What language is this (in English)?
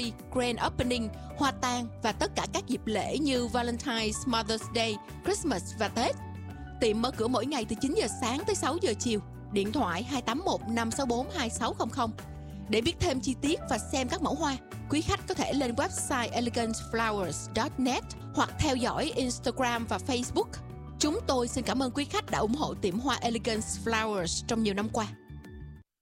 Vietnamese